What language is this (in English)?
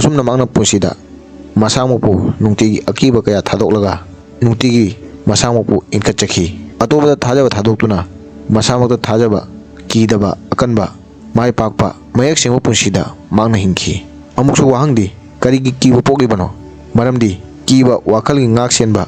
Manipuri